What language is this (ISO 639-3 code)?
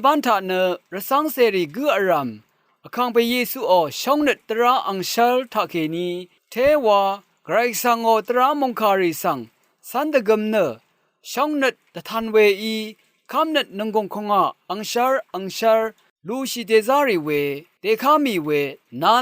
raw